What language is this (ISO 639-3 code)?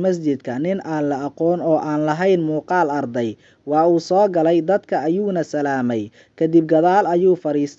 som